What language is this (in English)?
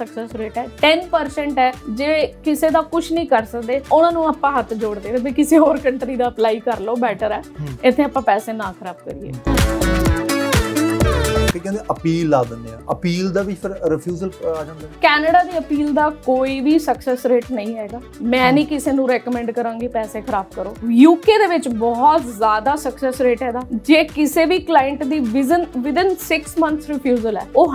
Punjabi